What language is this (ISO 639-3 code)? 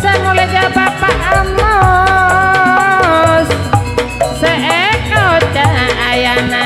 mad